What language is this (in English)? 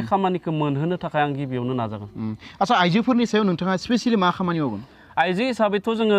Bodo